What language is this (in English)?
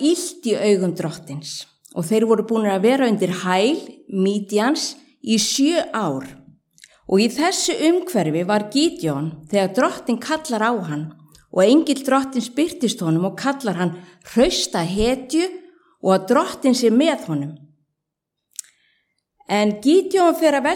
Icelandic